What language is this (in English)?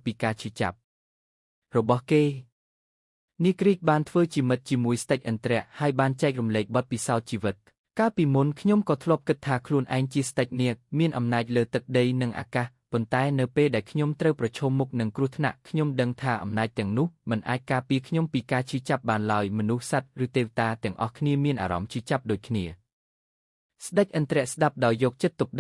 Khmer